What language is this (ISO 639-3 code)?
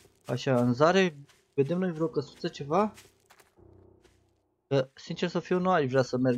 ron